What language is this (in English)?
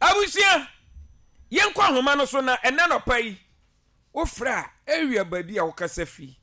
Akan